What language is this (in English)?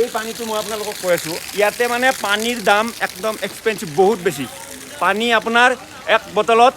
Assamese